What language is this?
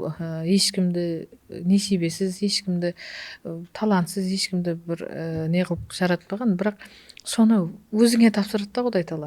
Kara-Kalpak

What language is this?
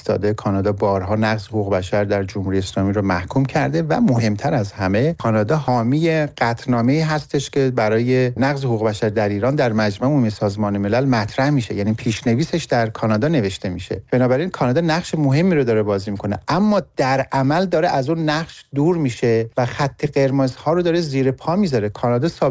Persian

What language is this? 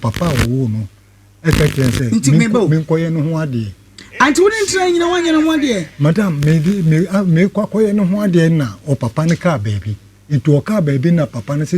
Akan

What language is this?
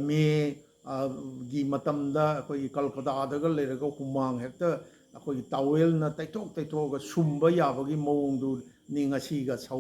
Manipuri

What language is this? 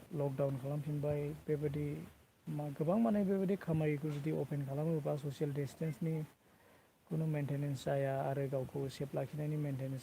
Bodo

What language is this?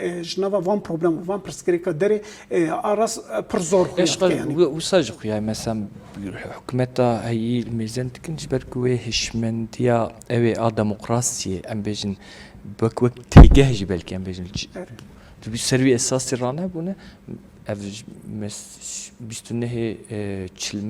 Kurdish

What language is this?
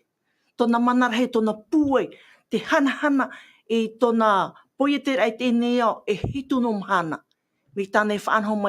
Tahitian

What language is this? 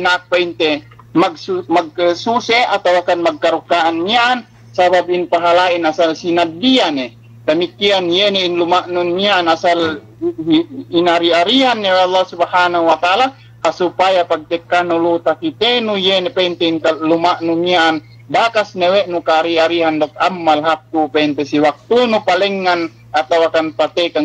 Yakan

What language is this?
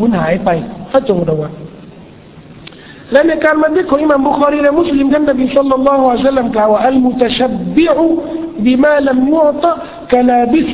Thai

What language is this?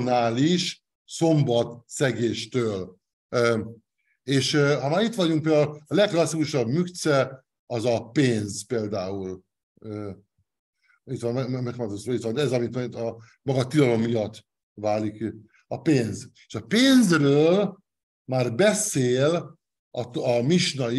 Hungarian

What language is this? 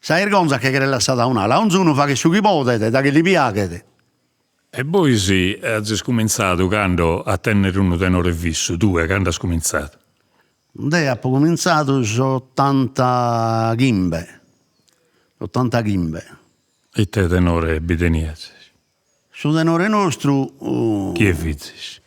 Sardinian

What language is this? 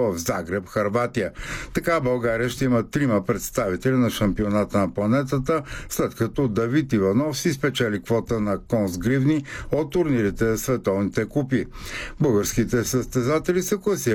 Bulgarian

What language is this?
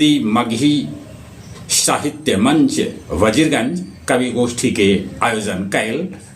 Magahi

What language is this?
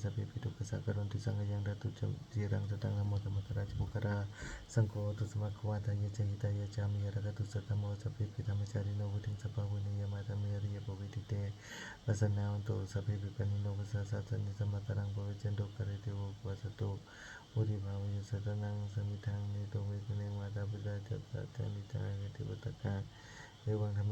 Pali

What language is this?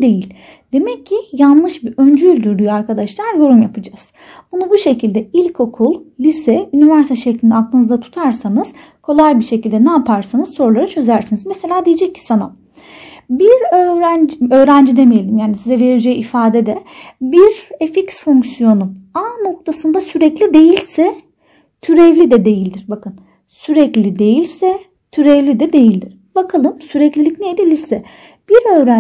Turkish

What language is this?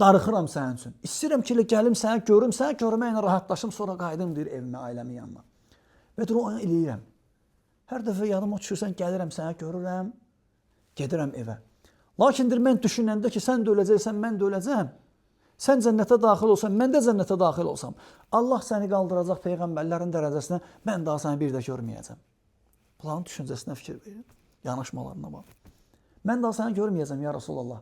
Azerbaijani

